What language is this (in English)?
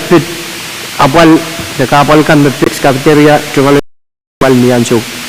Pohnpeian